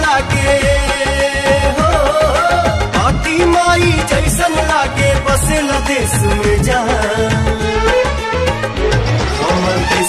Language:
Bhojpuri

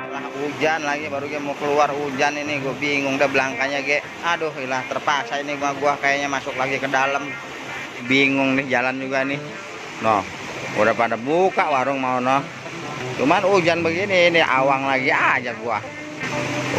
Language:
Betawi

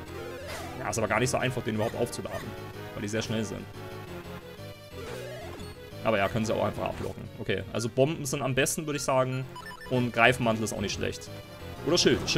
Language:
German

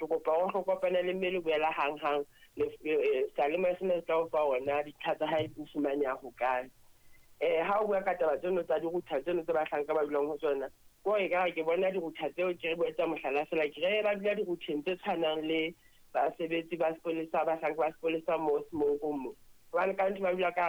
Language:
Southern Sotho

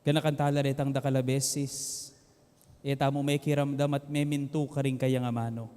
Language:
Pampanga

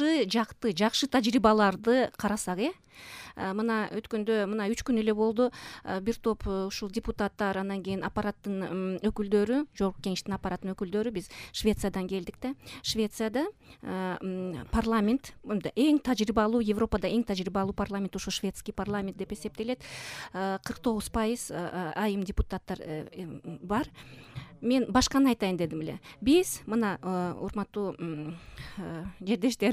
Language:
Kyrgyz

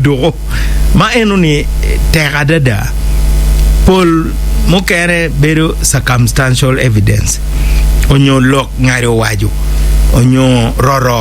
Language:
Acoli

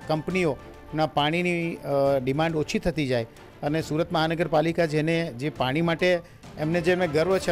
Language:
Gujarati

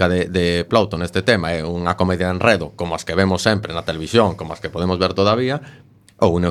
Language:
Galician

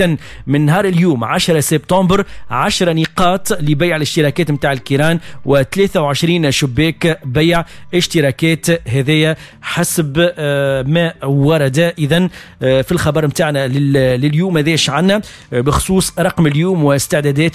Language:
Tunisian Arabic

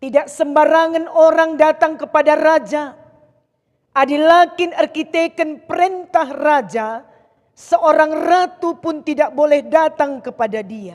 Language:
Batak Karo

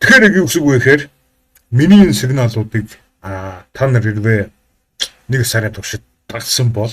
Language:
Mongolian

